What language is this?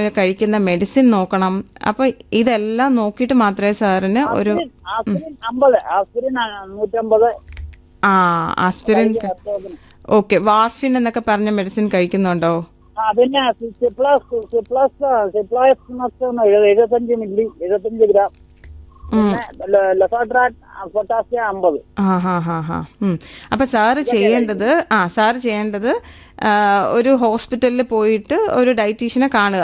Malayalam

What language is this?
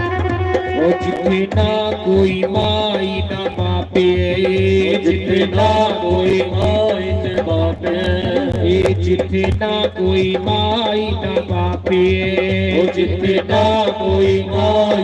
Dogri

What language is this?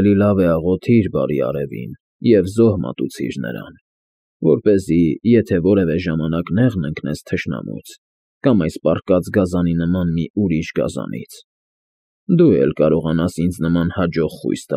Armenian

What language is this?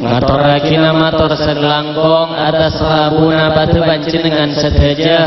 Madurese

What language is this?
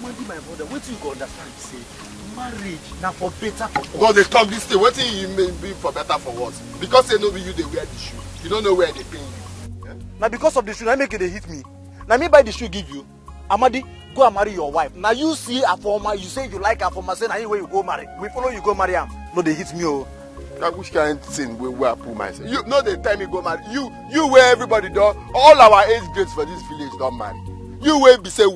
Nigerian Pidgin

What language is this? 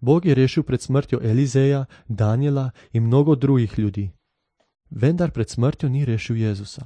Slovenian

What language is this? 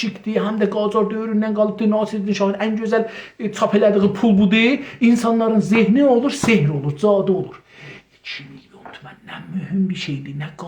South Azerbaijani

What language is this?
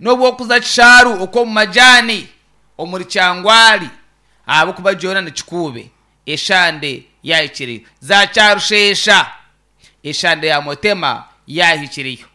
Nyankole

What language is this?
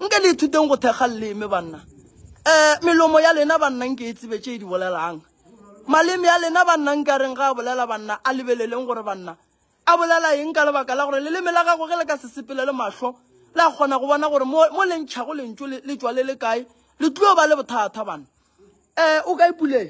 Northern Sotho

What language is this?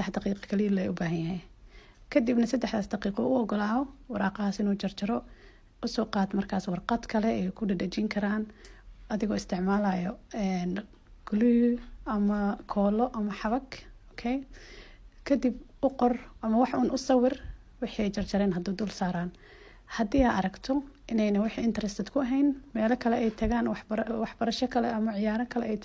Somali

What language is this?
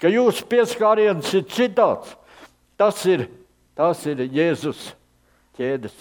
Latvian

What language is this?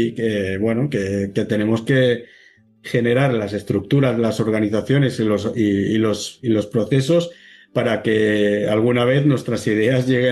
Spanish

